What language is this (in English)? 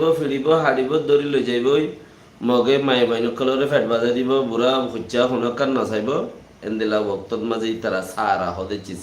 Rohingya